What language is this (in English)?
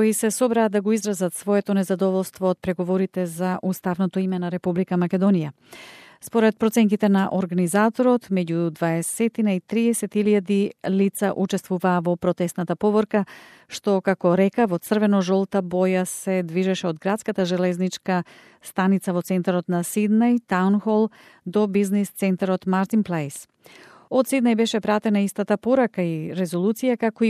Macedonian